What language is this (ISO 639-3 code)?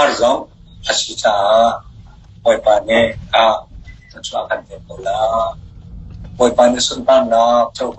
cnh